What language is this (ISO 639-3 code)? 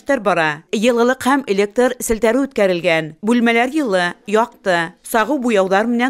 bak